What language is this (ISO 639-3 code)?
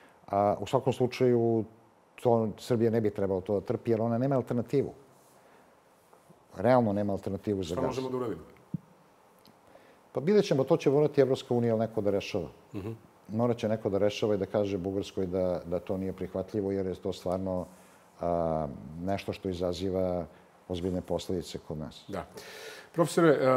srp